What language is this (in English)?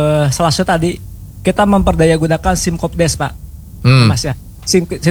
Indonesian